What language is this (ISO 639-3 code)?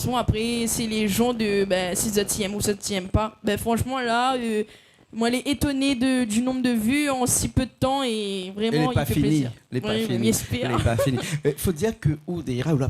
rcf